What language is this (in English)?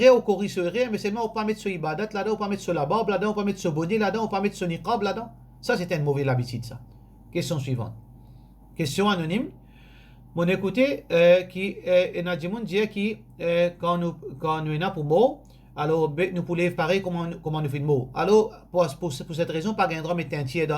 Morisyen